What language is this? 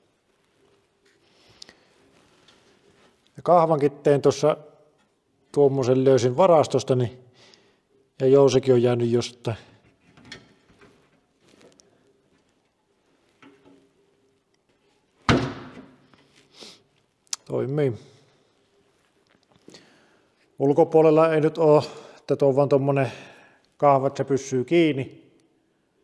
Finnish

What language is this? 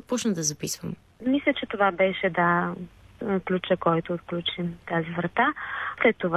Bulgarian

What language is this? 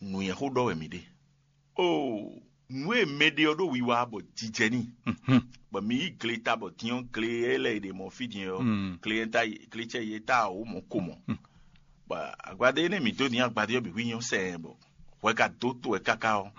Fon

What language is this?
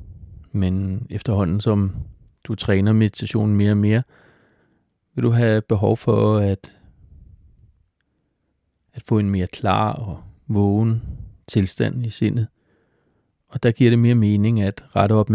Danish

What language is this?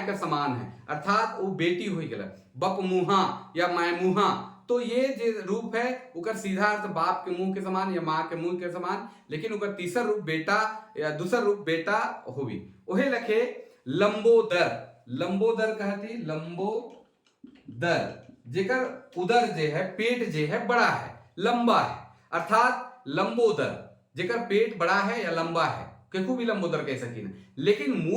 Sadri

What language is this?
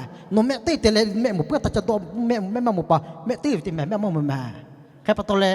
Lahu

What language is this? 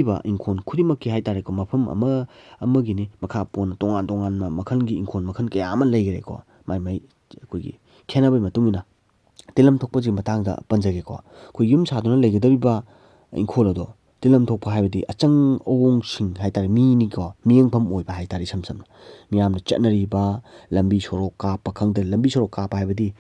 Manipuri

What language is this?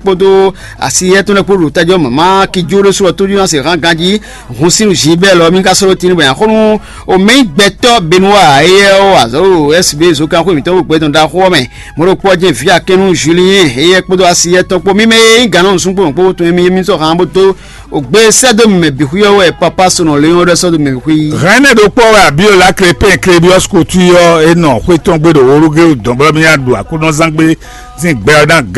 Fon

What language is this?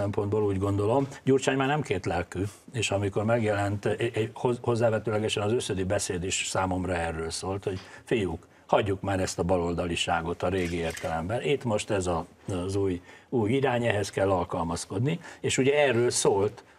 Hungarian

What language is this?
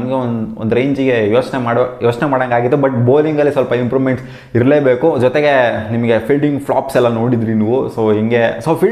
Kannada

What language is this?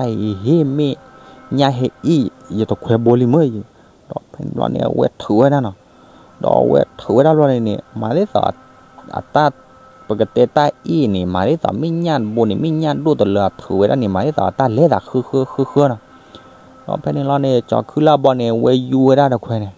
S'gaw Karen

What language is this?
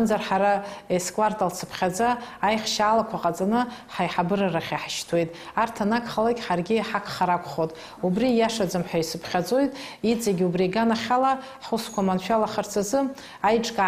Abkhazian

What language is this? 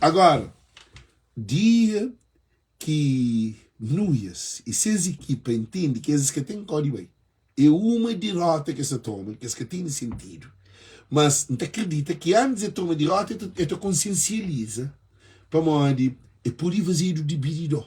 Kabuverdianu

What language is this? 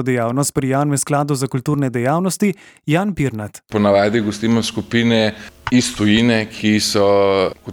Slovenian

